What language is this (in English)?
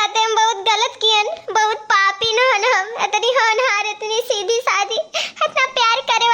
Awadhi